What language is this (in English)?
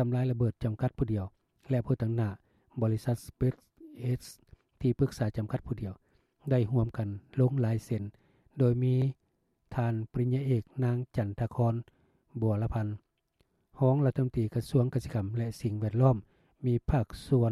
Lao